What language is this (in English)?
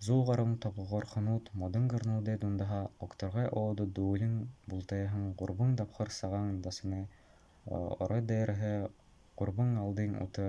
Buriat